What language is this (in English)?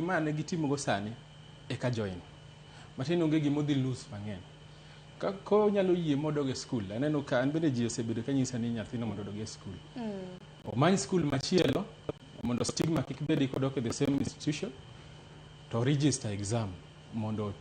Luo (Kenya and Tanzania)